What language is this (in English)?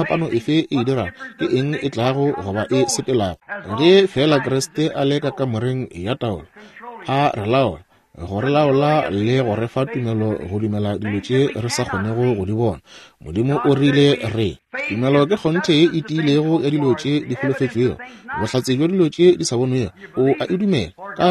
Northern Sotho